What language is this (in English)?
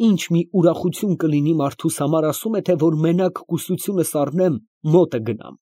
Armenian